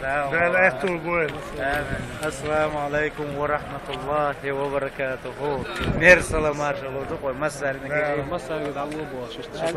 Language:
Chechen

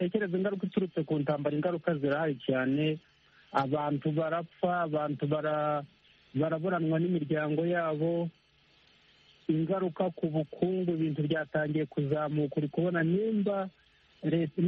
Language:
Kinyarwanda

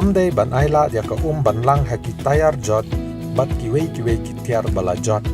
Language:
Khasi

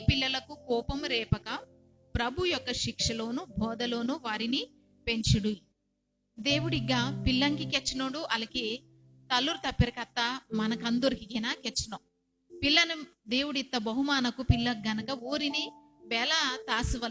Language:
Koya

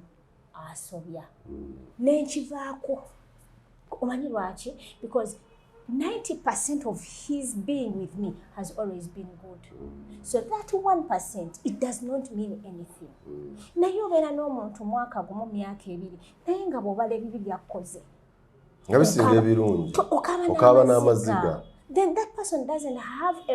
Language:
Ganda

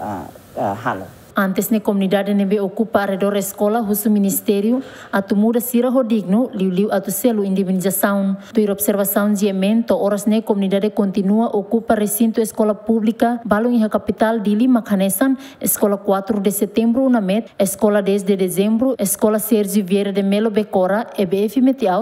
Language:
Tetum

